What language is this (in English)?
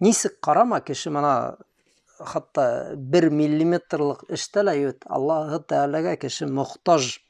Bashkir